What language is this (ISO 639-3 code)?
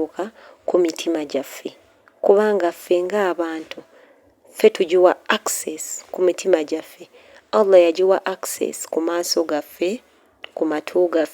lug